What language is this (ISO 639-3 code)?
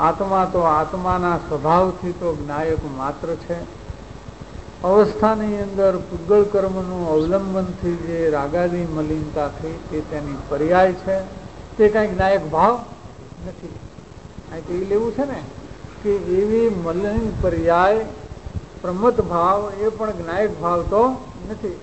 guj